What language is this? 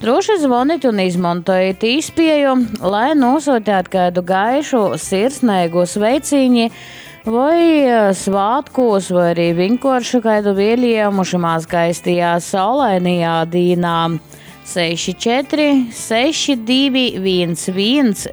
Latgalian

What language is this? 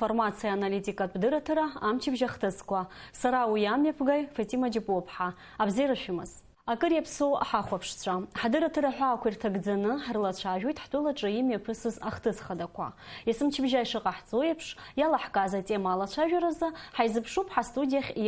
Abkhazian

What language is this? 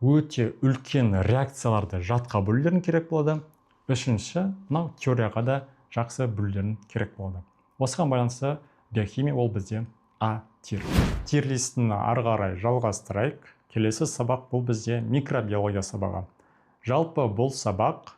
Kazakh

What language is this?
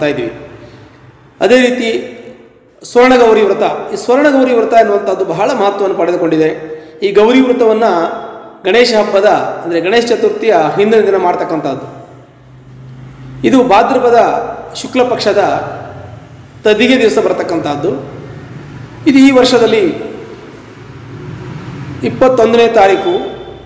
Kannada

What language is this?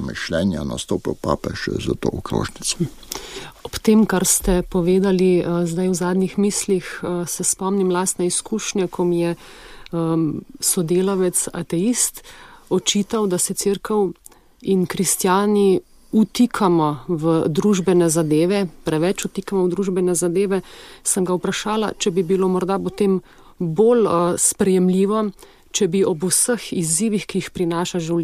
Slovenian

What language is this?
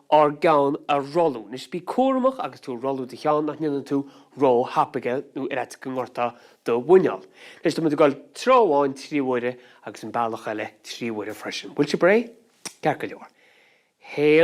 Irish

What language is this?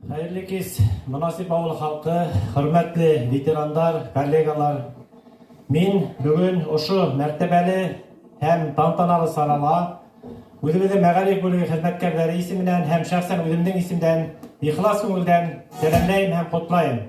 Bashkir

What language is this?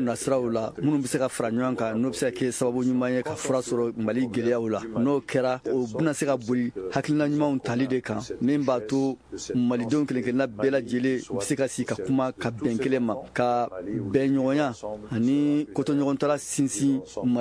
Bambara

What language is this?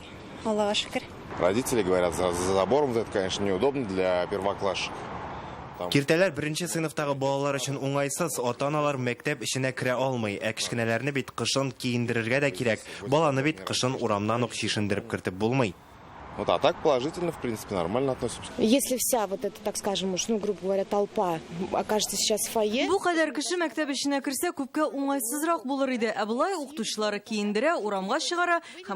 Tatar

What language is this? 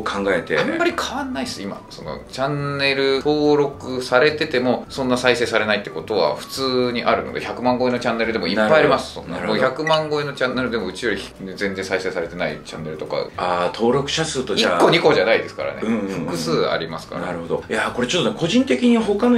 Japanese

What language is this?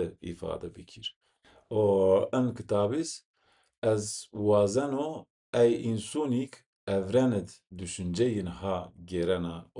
Zaza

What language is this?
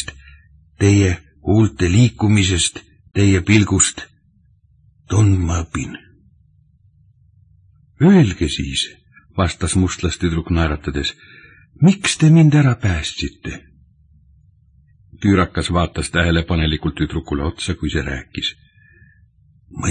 Estonian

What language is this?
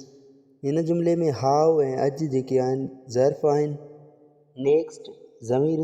Sindhi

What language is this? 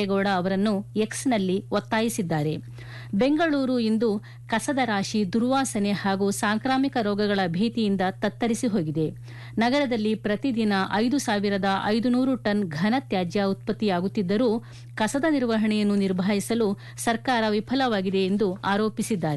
Kannada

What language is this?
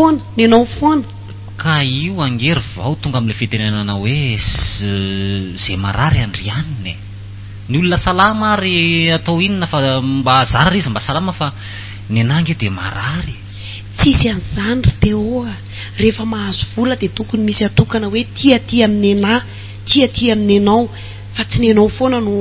Malagasy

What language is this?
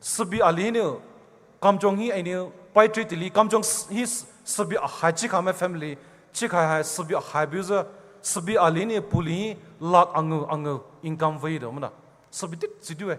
Poumei Naga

